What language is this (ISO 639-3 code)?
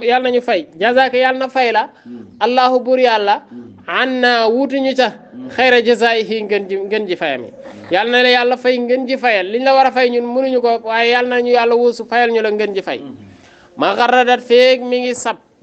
wol